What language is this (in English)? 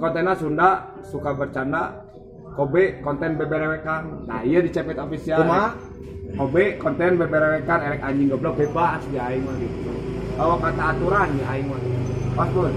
Sundanese